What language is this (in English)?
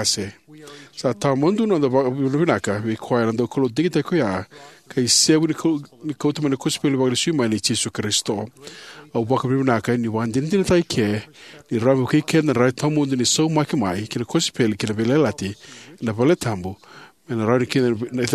Fijian